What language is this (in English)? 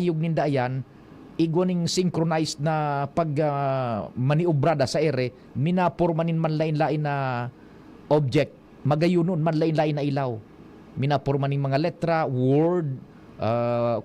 Bikol